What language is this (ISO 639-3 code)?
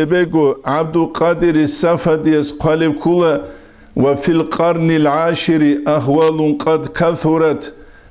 ava